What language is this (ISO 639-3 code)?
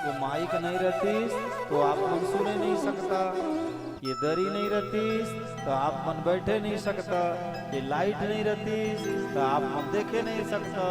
hne